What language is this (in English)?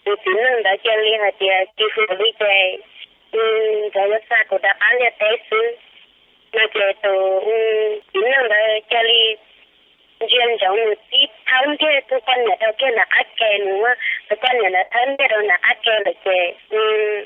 Hmong